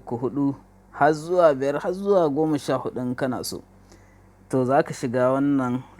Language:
Hausa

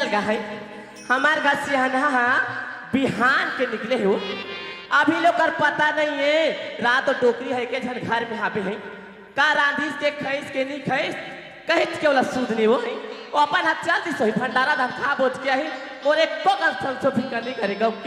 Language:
Chhattisgarhi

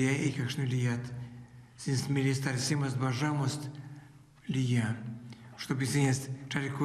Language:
Erzya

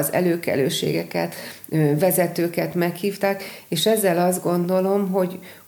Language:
Hungarian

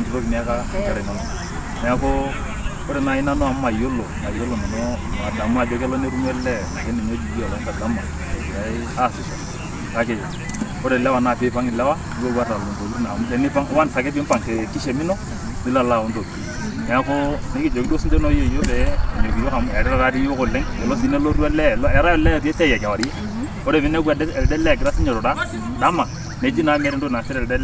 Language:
Masai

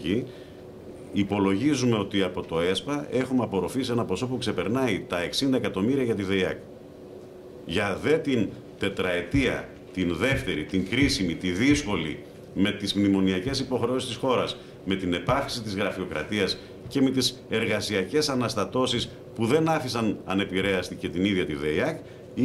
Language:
Greek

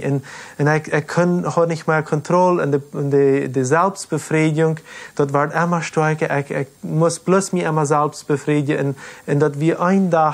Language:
Plautdietsch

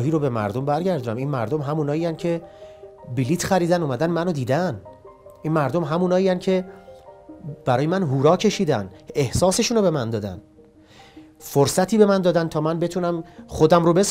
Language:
Persian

